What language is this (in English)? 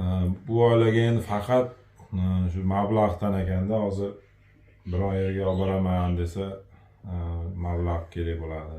Uzbek